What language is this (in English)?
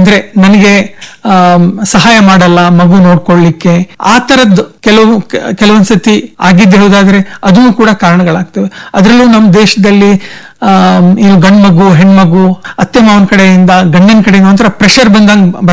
Kannada